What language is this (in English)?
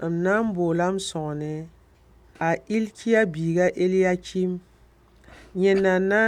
Mossi